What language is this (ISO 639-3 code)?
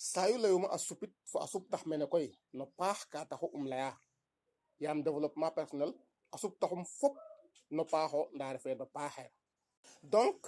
srr